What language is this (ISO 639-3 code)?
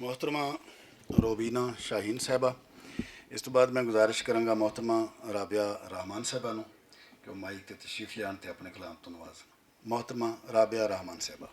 lah